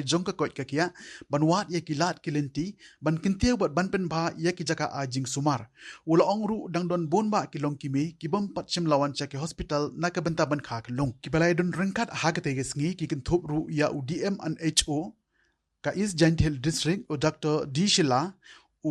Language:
Khasi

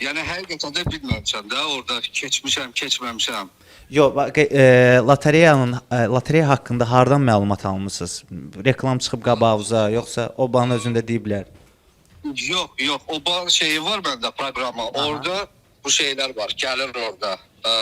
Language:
Azerbaijani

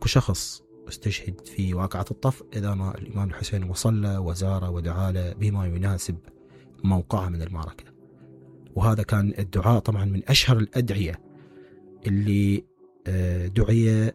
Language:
Mesopotamian Arabic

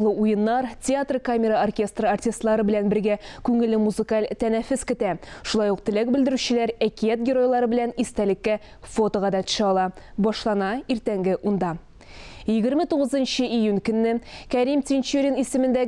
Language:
Tatar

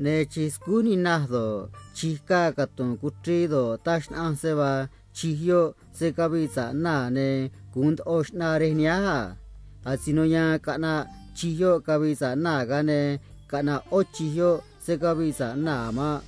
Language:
Copala Triqui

